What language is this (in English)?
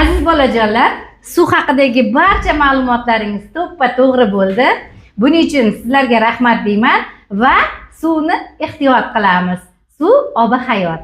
Uzbek